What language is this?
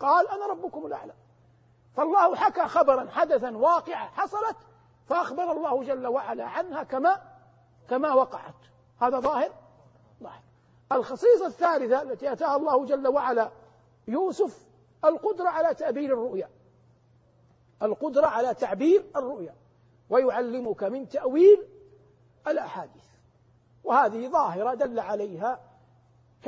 Arabic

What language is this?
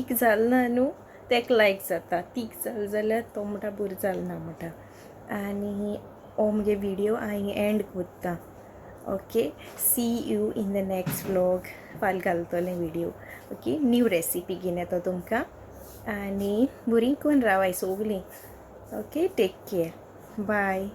Konkani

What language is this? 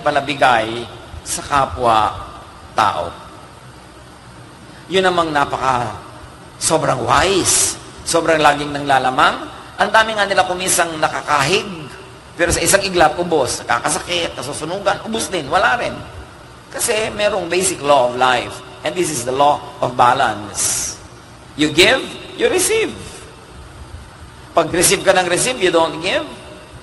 Filipino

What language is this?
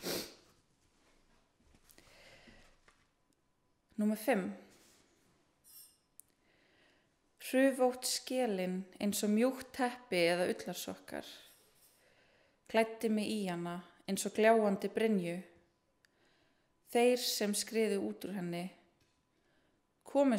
Icelandic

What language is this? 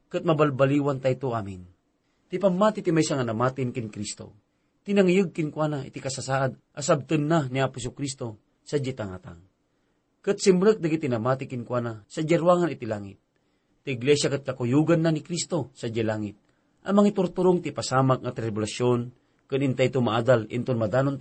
Iloko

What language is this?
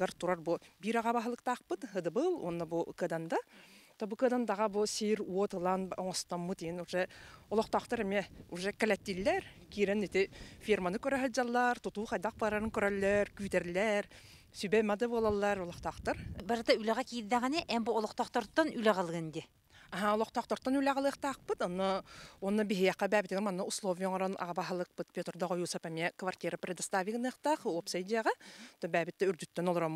Yakut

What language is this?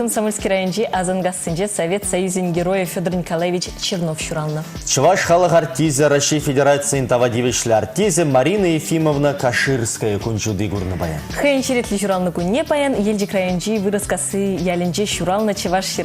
Chuvash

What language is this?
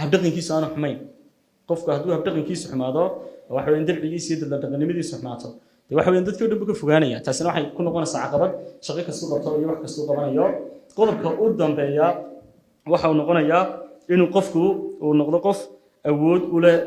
Somali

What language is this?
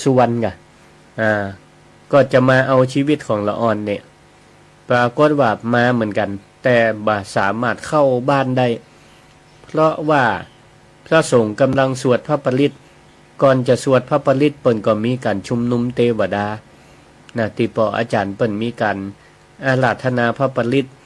Northern Thai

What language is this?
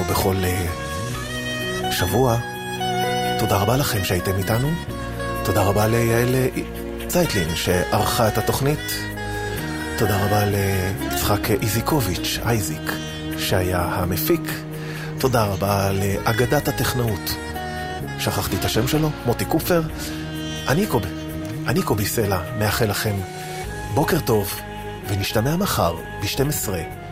Hebrew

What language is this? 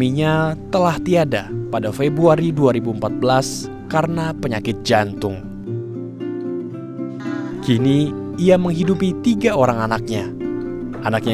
Indonesian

